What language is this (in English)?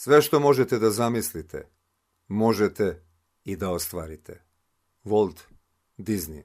Serbian